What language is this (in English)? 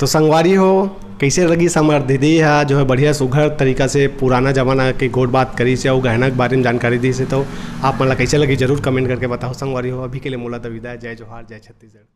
Chhattisgarhi